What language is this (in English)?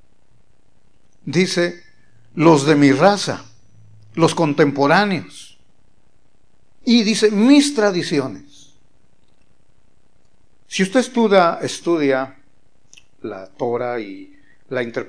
Spanish